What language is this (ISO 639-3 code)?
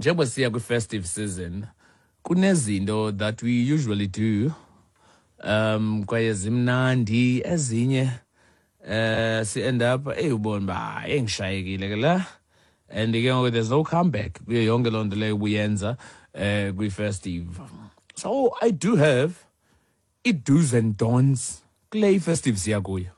xho